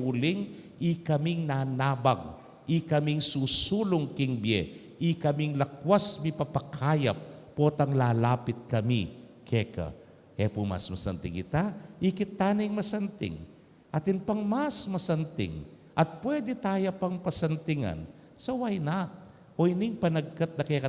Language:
Pampanga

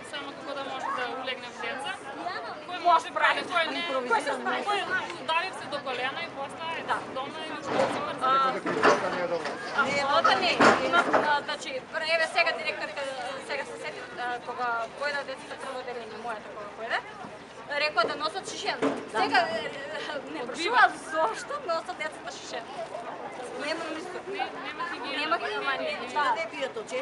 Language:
Macedonian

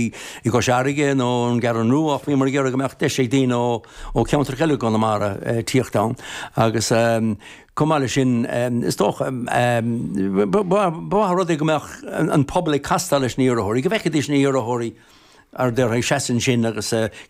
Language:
Irish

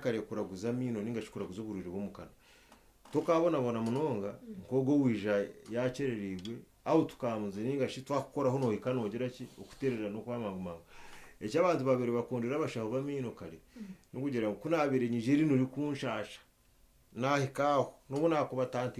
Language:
Nyankole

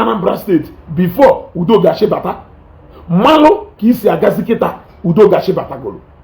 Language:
Igbo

